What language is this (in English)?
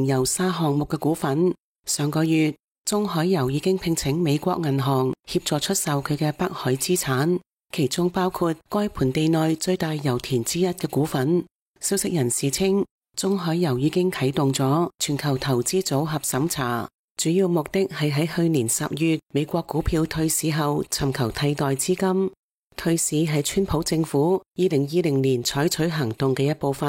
Cantonese